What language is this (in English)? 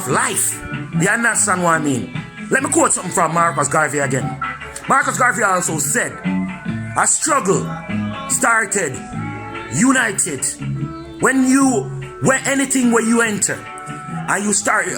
Jamaican Creole English